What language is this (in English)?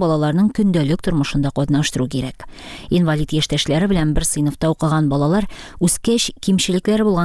Tatar